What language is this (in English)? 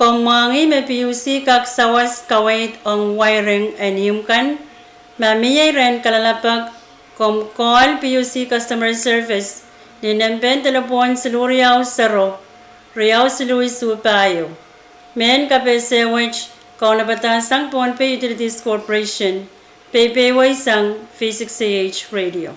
Pohnpeian